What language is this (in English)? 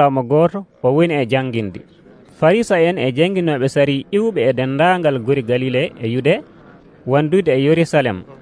Nigerian Fulfulde